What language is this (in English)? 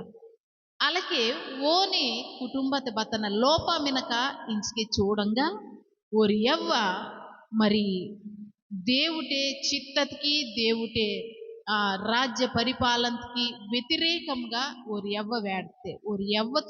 Koya